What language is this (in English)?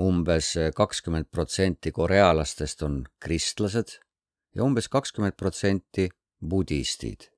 Estonian